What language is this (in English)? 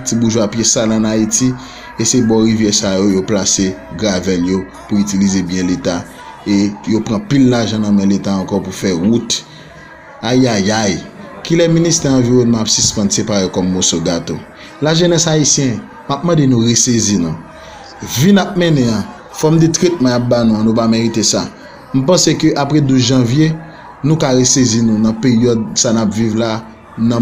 Haitian Creole